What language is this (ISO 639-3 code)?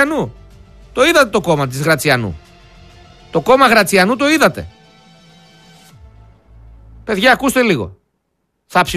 ell